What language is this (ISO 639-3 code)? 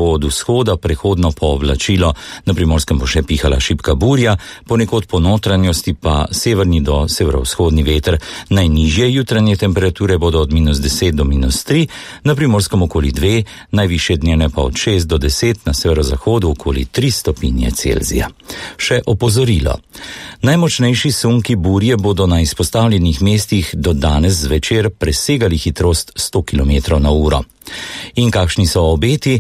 slv